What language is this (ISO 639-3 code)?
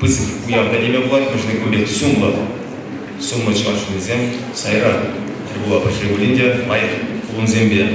chv